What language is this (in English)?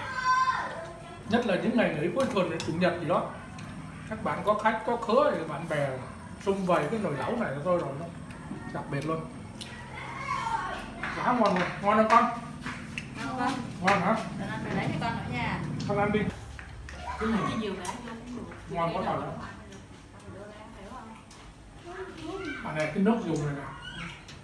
Vietnamese